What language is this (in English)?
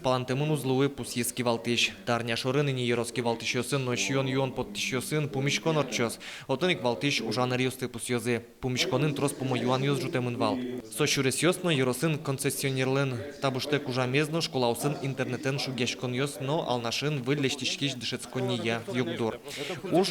Udmurt